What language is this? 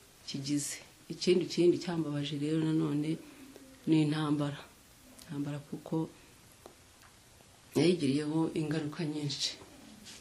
Kinyarwanda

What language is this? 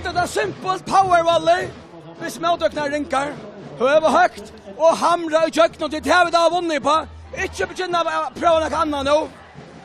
Faroese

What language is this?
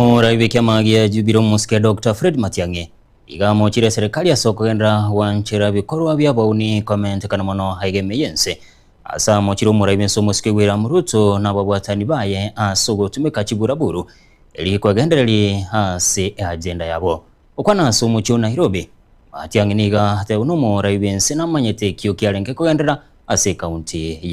Gusii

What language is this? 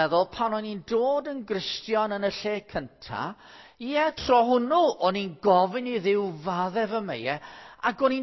Welsh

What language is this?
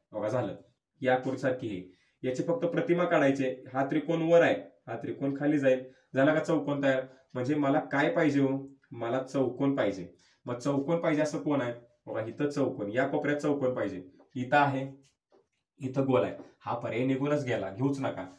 Marathi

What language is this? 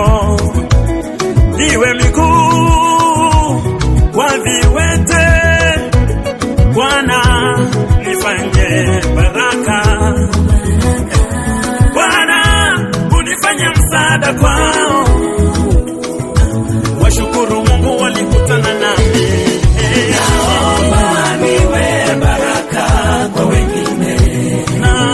Swahili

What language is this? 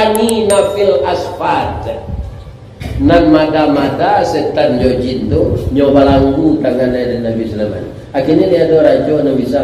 Minangkabau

